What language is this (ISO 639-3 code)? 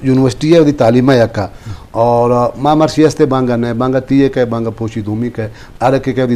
bgp